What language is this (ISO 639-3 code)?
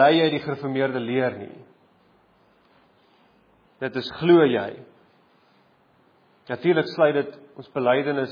afr